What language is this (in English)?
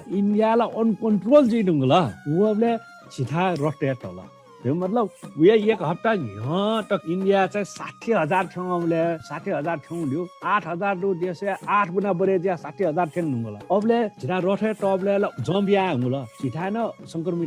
Newari